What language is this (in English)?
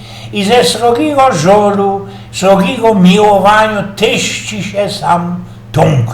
Silesian